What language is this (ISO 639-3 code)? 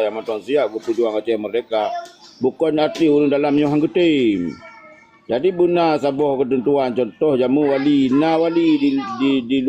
ace